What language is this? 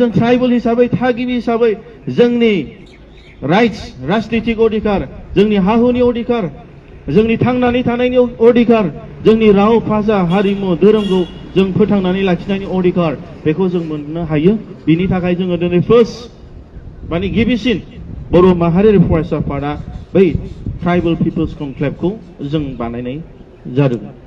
Bodo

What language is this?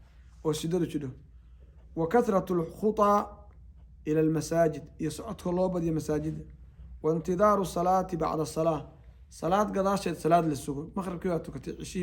Somali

